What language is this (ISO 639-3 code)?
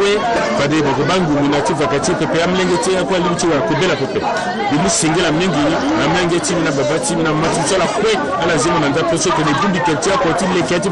sag